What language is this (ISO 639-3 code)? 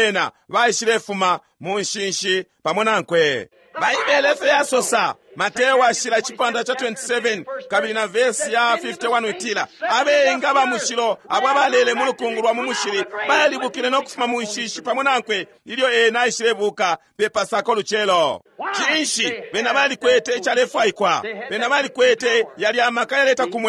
bem